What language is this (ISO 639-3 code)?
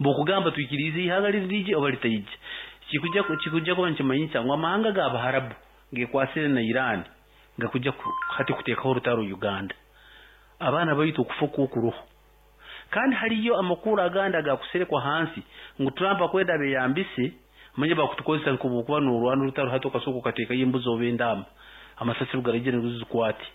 nyn